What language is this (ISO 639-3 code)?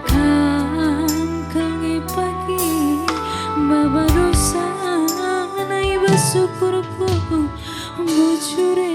btx